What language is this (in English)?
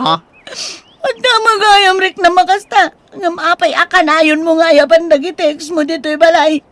Iloko